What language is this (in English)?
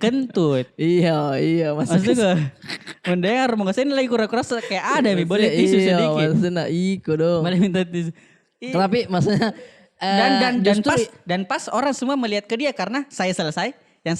Makassar Malay